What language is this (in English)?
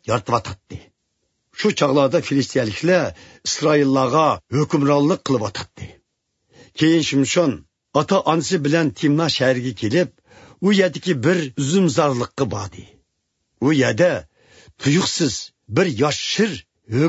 Uyghur